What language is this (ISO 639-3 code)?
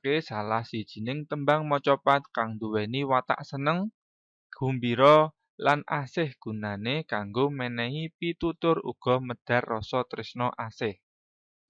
jav